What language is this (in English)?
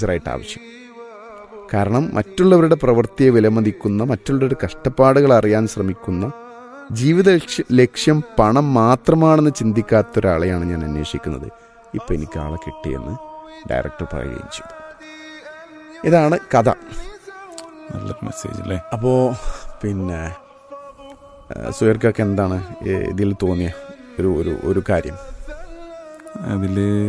Malayalam